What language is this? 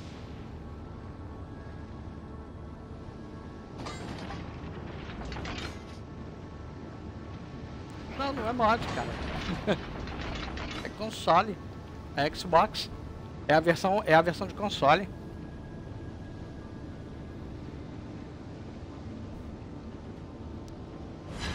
Portuguese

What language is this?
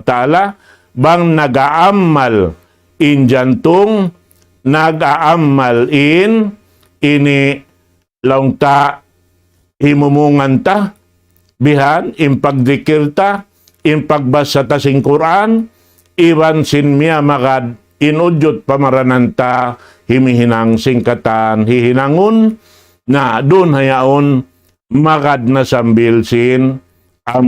Tausug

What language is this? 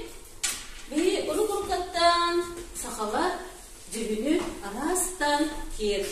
Yakut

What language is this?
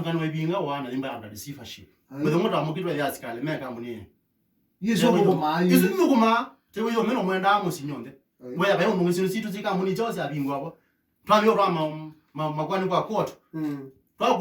Kamba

